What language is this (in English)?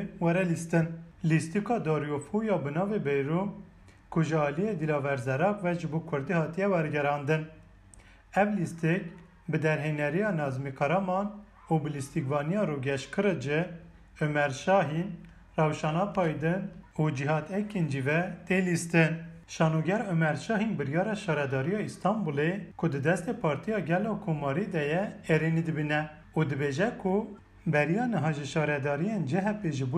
Kurdish